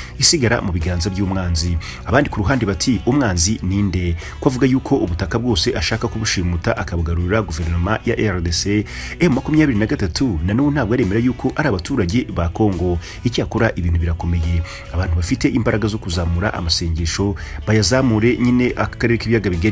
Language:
Kinyarwanda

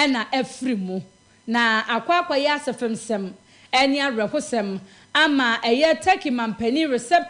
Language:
Akan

